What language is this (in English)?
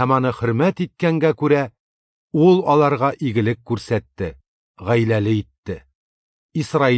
Tatar